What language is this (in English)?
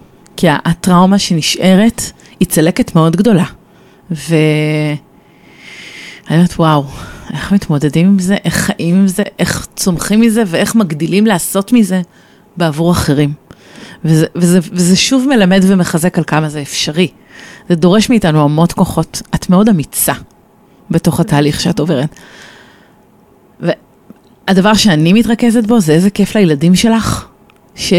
Hebrew